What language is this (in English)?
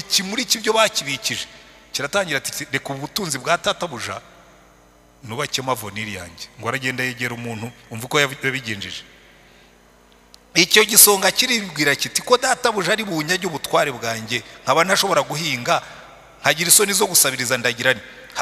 Kinyarwanda